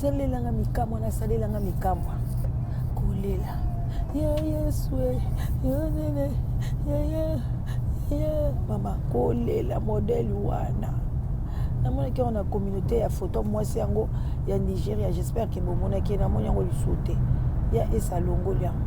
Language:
Lingala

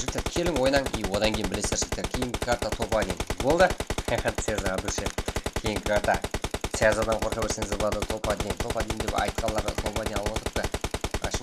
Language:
Kara-Kalpak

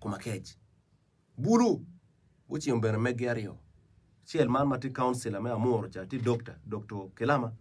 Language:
Acoli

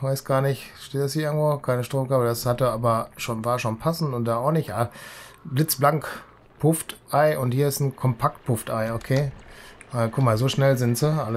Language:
German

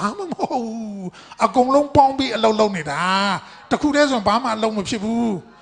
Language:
Burmese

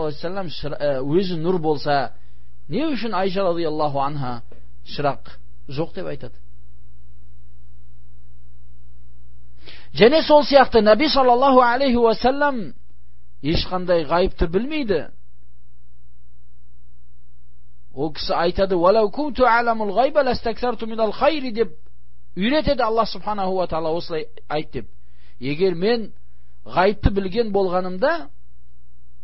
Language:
Kazakh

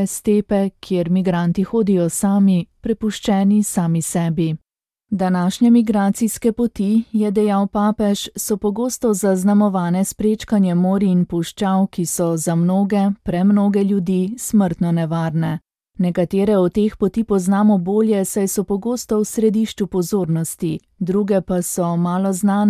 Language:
Slovenian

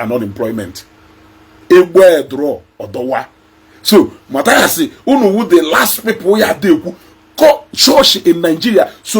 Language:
Igbo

